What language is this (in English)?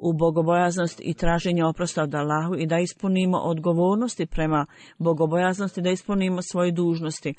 Bosnian